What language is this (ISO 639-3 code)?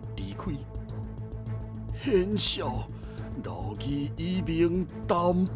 nan